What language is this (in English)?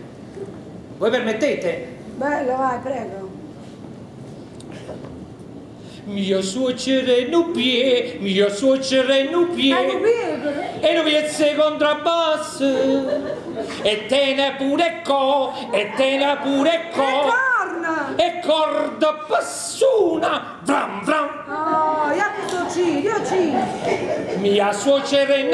Italian